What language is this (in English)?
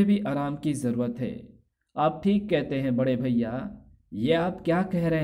Hindi